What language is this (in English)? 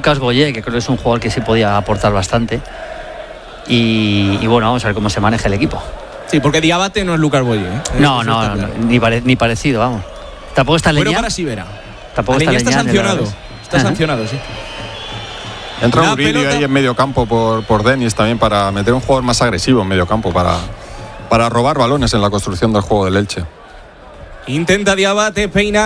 Spanish